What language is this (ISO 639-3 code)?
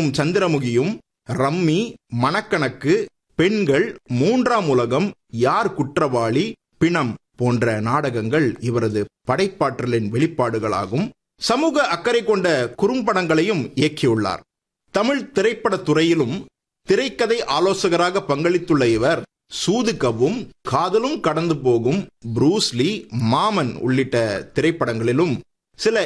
tam